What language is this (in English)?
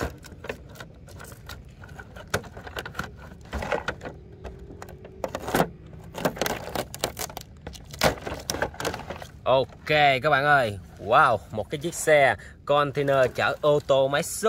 Vietnamese